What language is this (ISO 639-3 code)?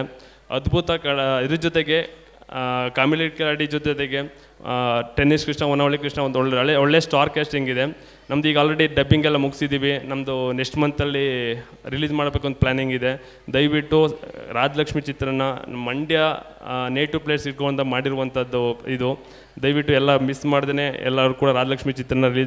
kan